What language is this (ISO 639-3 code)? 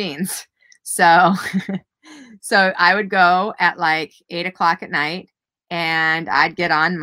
eng